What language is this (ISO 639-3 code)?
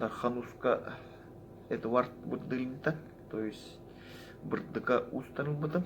sah